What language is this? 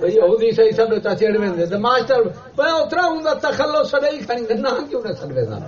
Saraiki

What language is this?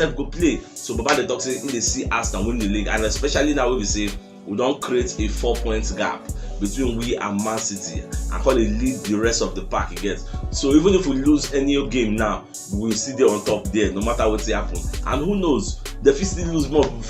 Nigerian Pidgin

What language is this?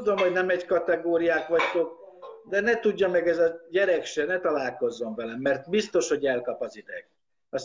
Hungarian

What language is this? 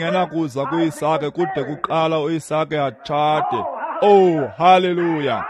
Xhosa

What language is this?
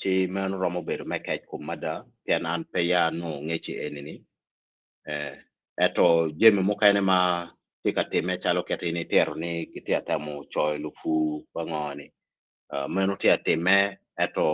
Acoli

